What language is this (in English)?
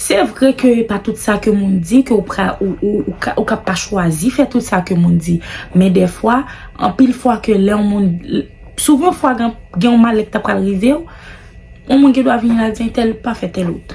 Haitian Creole